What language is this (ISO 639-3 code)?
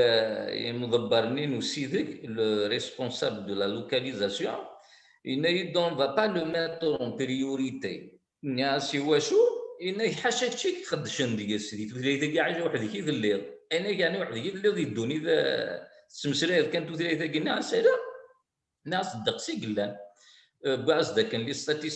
kab